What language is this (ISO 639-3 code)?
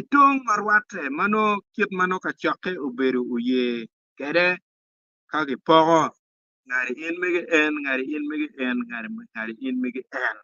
ach